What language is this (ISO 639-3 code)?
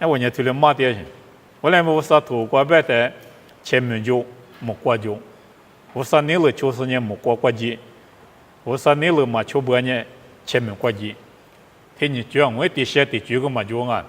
lis